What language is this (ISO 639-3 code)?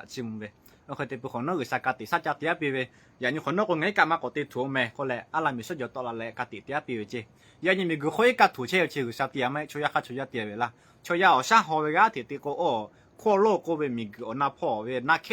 lhu